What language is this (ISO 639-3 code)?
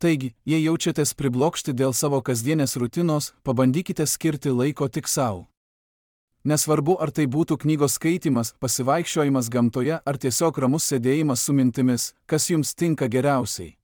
lit